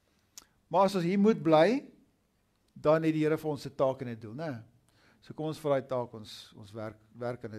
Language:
Afrikaans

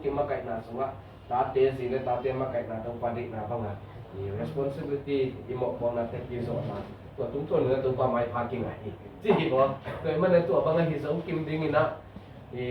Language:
Tedim Chin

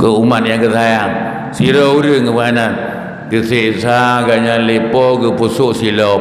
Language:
Achinese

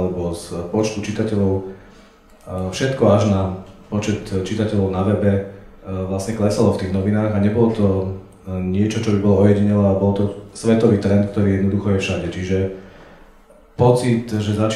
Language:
Slovak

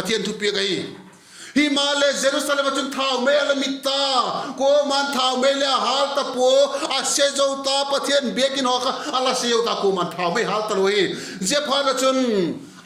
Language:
Vaiphei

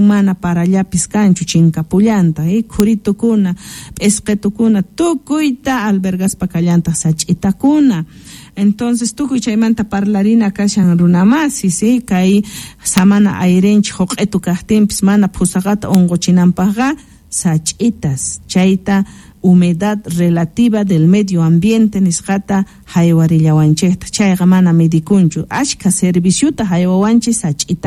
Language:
South Bolivian Quechua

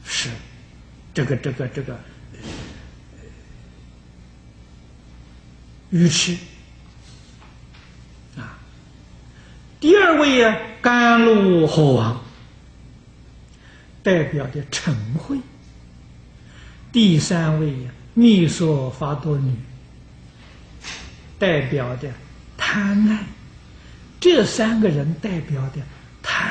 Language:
Chinese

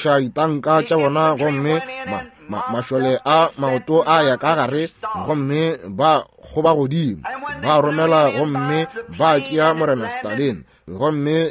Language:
Northern Sotho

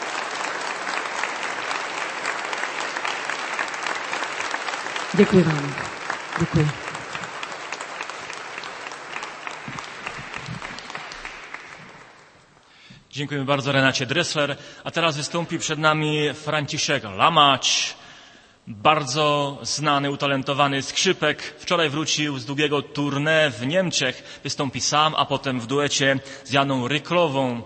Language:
Polish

